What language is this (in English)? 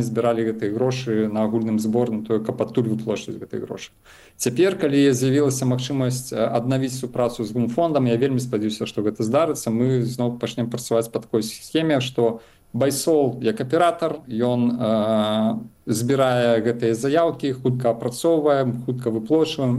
Belarusian